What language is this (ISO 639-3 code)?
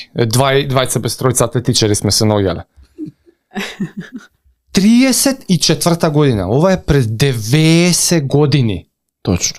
mkd